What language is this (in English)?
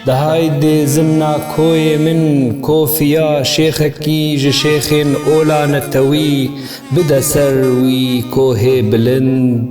Kurdish